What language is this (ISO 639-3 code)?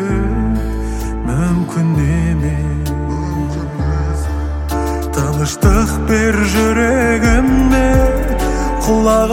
kaz